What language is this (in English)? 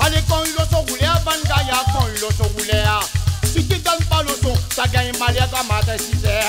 Réunion Creole French